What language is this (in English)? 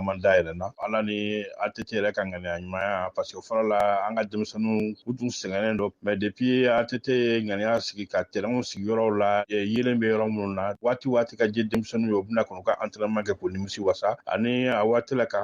Bambara